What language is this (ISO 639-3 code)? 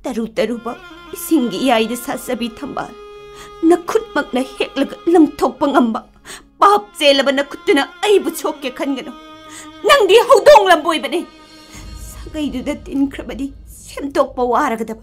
mni